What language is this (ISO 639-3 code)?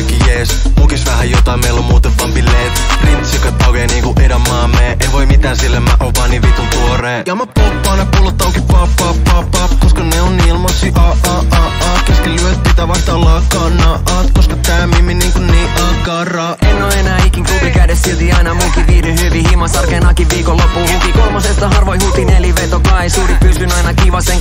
fin